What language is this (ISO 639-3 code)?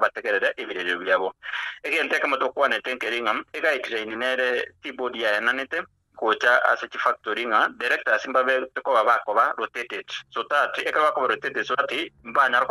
guz